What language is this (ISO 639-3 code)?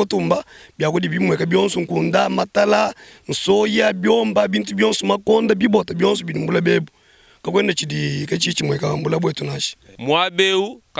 lua